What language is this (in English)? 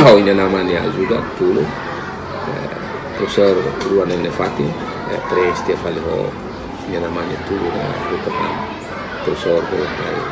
Tetum